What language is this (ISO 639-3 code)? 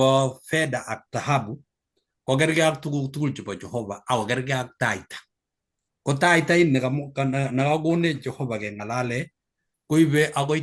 kln